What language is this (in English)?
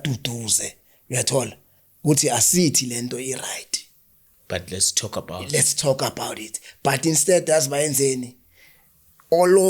Zulu